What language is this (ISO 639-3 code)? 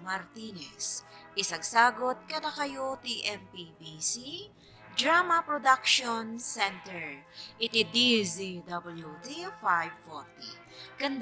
ilo